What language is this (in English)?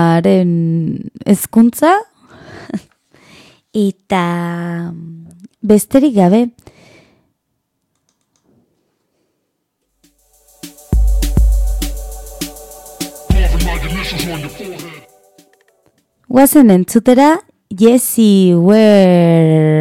Basque